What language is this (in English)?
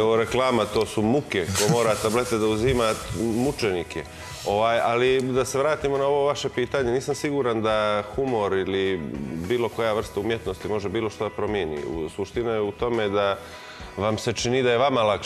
Serbian